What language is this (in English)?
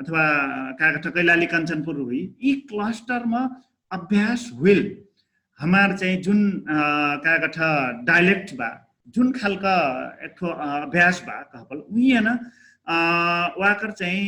Dangaura Tharu